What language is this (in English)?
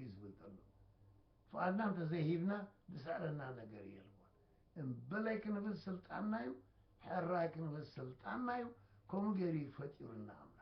Tigrinya